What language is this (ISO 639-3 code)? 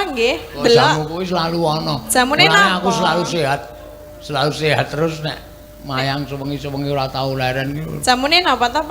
jav